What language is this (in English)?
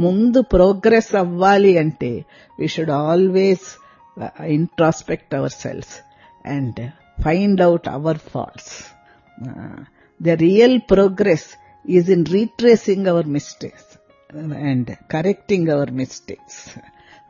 Telugu